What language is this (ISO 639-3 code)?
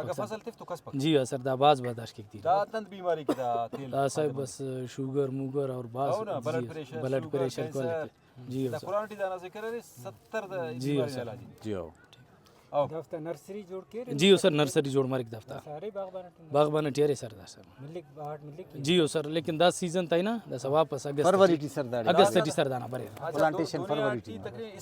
brh